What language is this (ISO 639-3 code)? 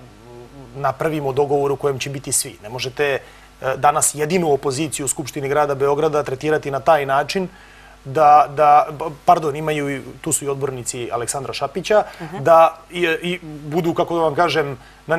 srp